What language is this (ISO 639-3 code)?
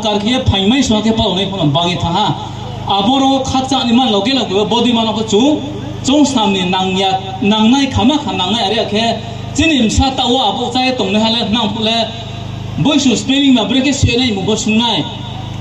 ria